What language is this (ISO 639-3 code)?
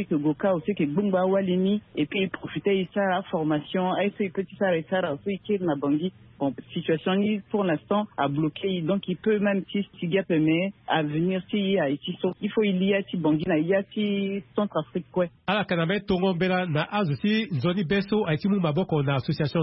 sag